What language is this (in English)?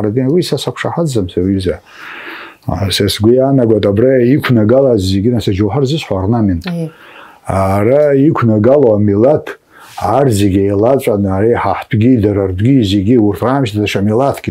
Abkhazian